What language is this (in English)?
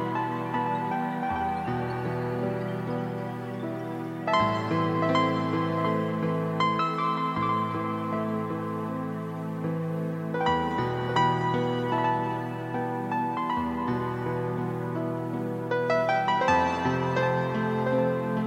Bosnian